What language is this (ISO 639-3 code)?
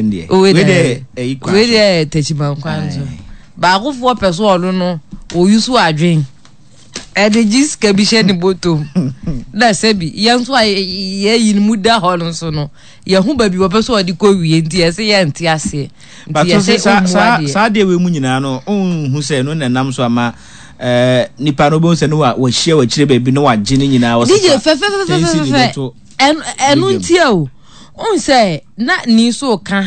aka